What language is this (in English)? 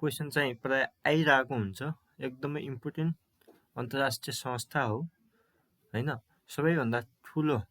Nepali